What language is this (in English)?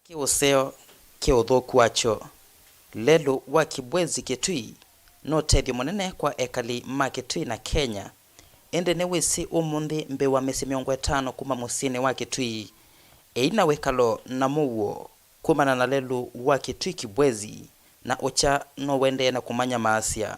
Kamba